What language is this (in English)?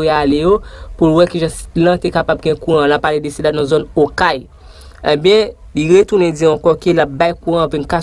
Haitian Creole